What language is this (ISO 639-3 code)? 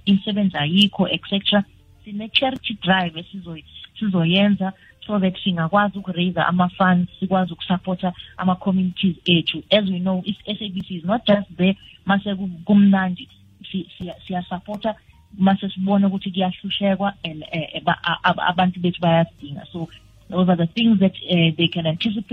nbl